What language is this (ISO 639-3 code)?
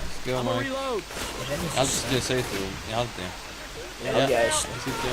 fao